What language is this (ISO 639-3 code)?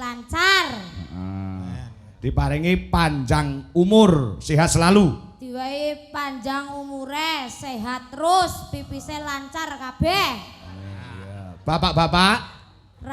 jav